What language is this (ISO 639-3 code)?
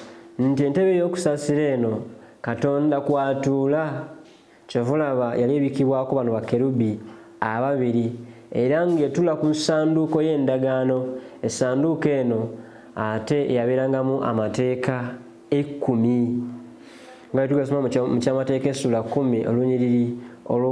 lug